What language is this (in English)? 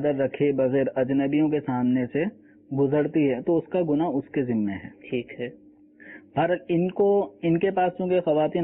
Urdu